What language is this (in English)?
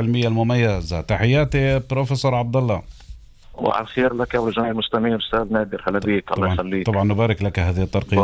North Levantine Arabic